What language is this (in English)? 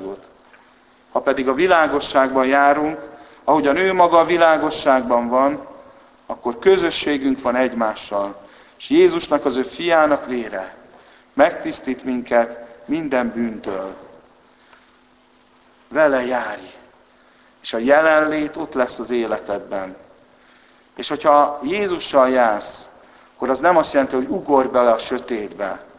Hungarian